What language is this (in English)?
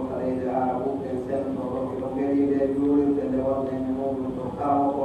Pular